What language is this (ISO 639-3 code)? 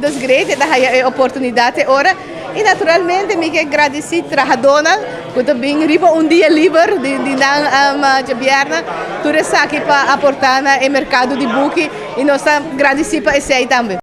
pap